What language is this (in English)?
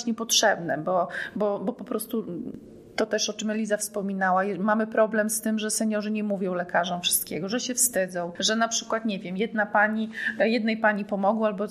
Polish